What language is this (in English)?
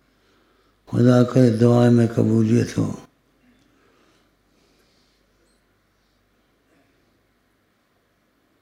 Urdu